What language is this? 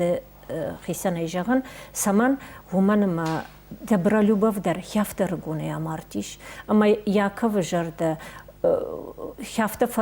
Ossetic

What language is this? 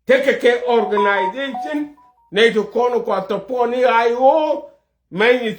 Nuer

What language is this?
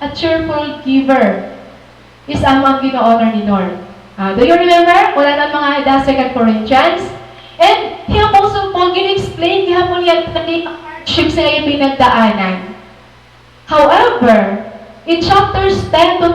Waray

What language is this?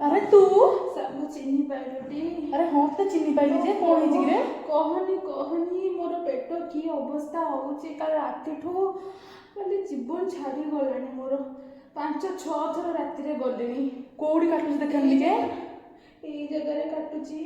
Odia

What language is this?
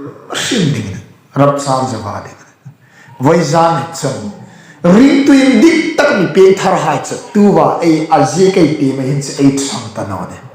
Hmar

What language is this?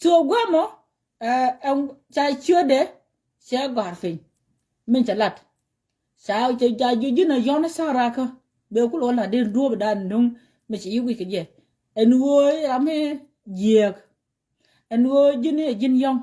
Nuer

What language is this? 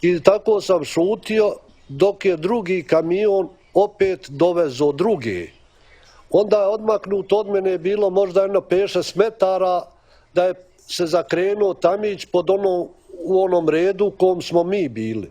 Bosnian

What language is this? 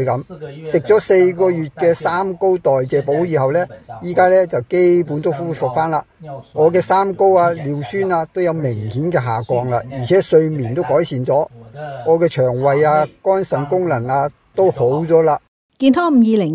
Cantonese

